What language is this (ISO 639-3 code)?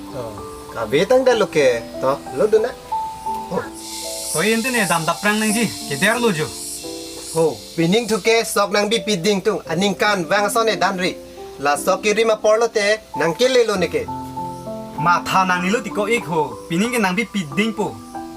mjw